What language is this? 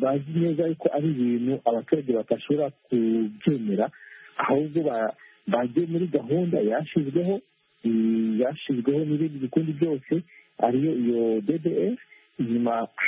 Kinyarwanda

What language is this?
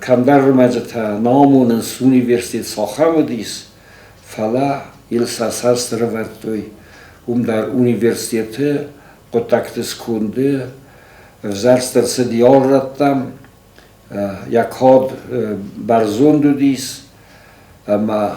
Ossetic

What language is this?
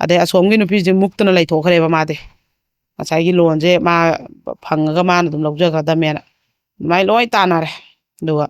Manipuri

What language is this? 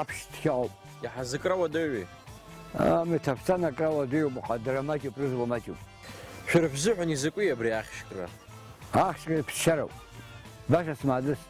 Abkhazian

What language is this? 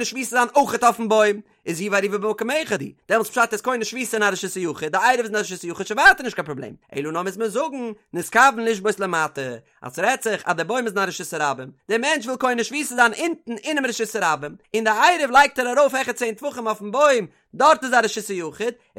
Yiddish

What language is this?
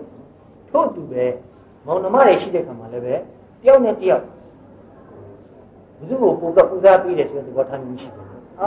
Burmese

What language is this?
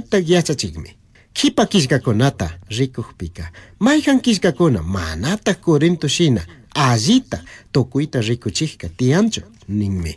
Chimborazo Highland Quichua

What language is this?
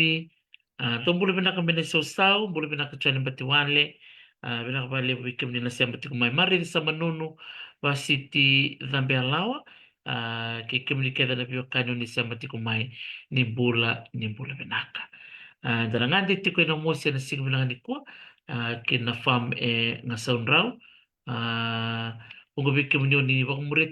Fijian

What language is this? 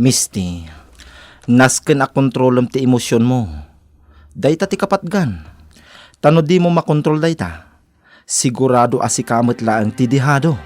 Iloko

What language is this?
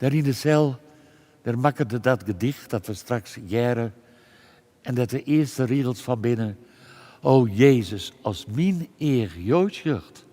Western Frisian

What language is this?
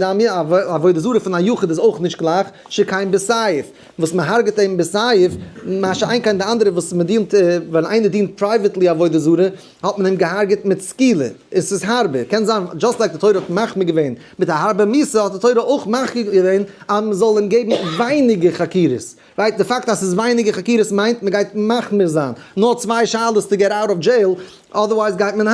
Yiddish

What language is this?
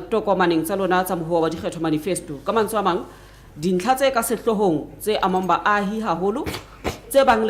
Southern Sotho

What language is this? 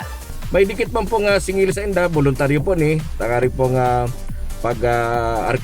Bikol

